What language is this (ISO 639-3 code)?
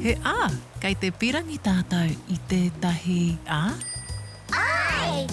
mri